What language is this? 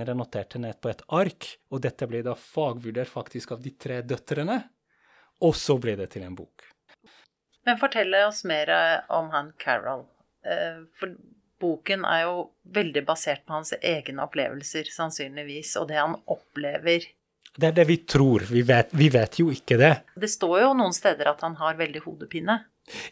Norwegian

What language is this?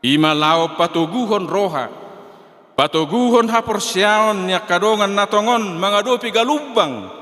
Batak Toba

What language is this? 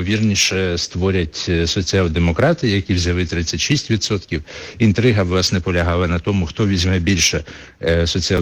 Ukrainian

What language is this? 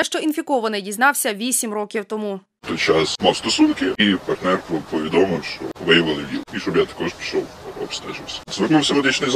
Ukrainian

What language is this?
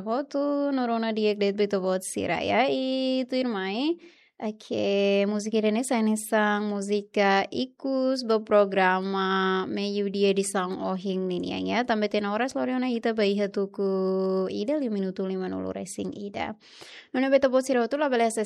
Tetum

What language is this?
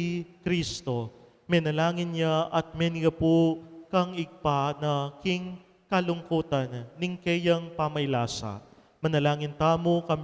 Pampanga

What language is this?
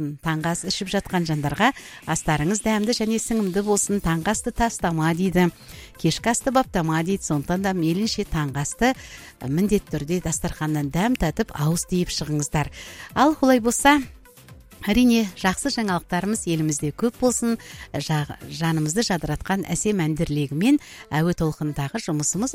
Kazakh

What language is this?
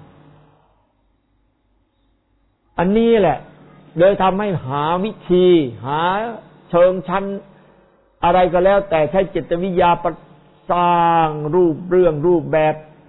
Thai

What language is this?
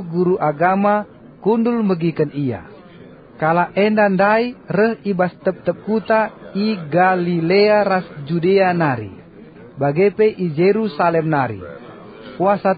Batak Karo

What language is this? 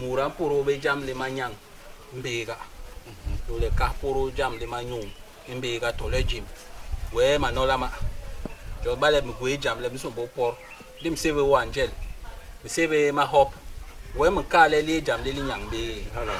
Basaa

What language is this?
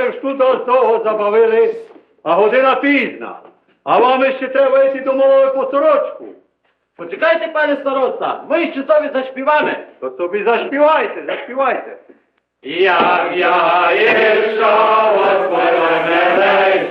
Rusyn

